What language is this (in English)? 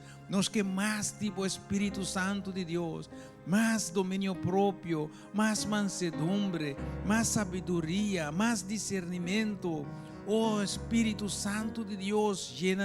Papiamento